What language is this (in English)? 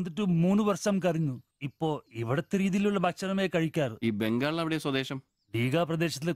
Malayalam